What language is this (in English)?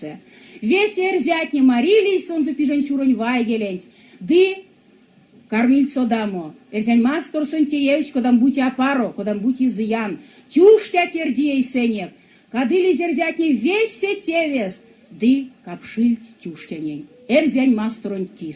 Erzya